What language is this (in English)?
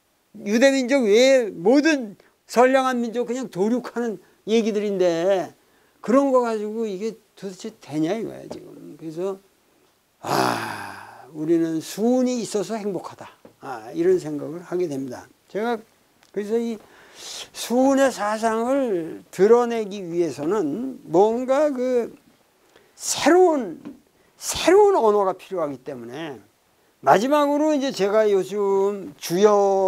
Korean